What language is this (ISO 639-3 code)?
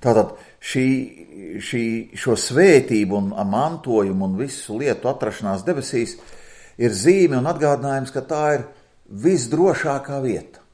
lav